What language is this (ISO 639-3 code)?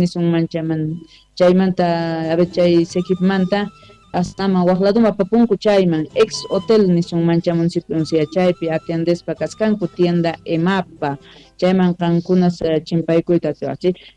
que